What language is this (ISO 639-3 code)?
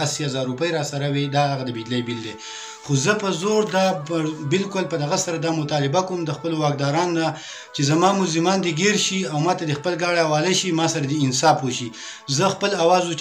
pus